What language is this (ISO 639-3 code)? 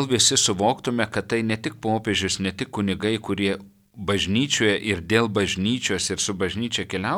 lit